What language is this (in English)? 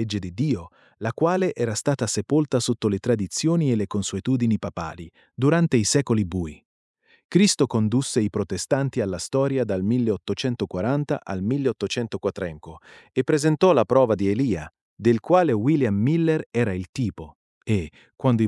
Italian